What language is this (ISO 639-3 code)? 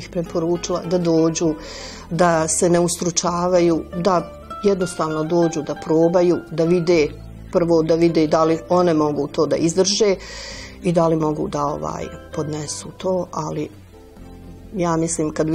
bos